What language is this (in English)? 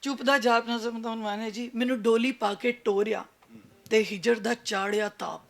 Western Panjabi